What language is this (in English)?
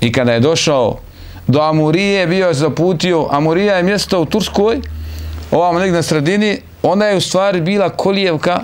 Bosnian